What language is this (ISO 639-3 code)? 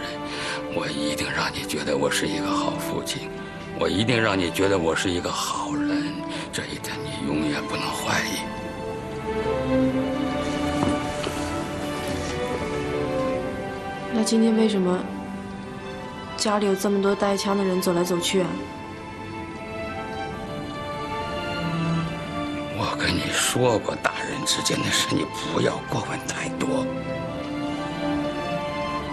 zho